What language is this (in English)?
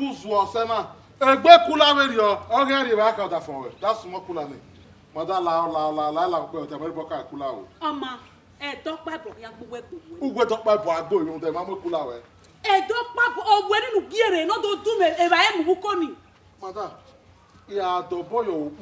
Bini